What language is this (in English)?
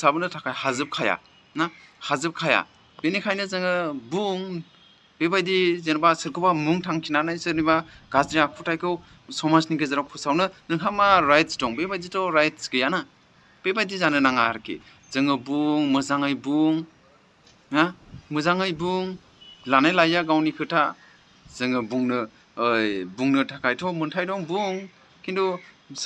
Bodo